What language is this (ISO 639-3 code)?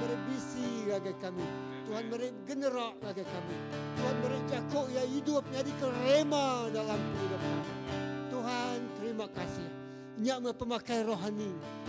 iba